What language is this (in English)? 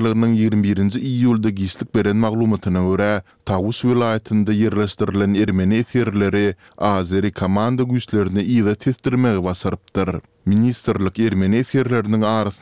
Turkmen